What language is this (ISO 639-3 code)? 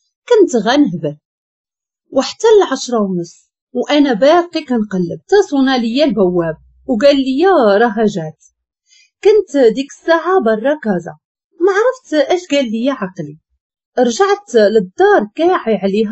ary